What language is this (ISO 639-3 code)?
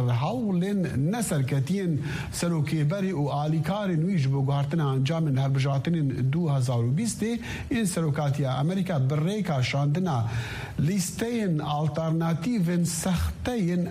kur